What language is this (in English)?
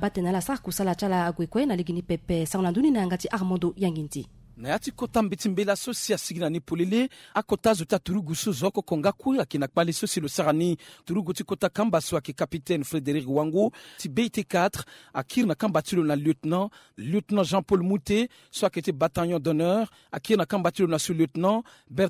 Sango